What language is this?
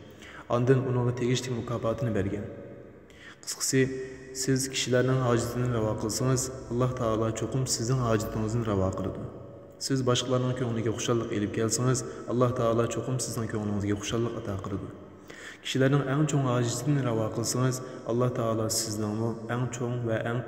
Uyghur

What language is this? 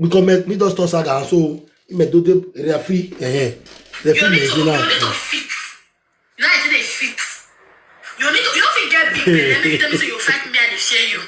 Nigerian Pidgin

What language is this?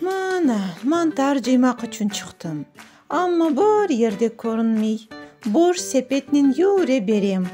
Crimean Tatar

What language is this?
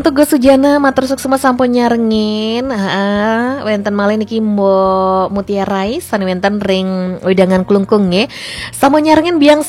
Balinese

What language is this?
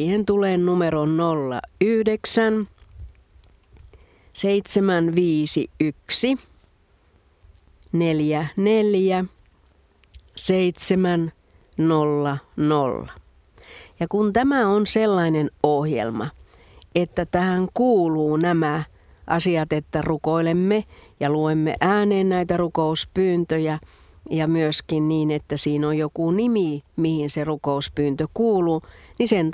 Finnish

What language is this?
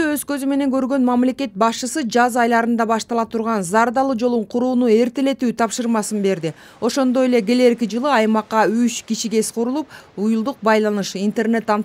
Kyrgyz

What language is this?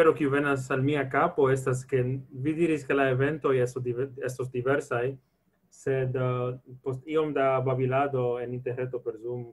Esperanto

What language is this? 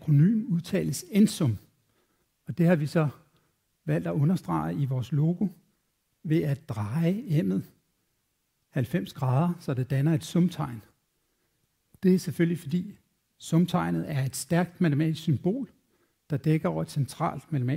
Danish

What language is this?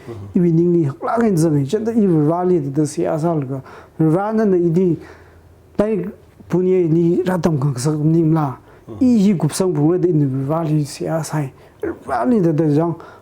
Tangkhul Naga (India)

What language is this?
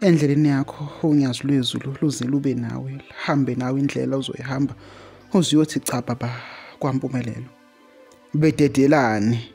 Zulu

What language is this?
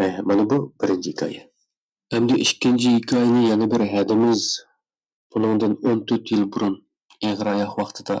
Uyghur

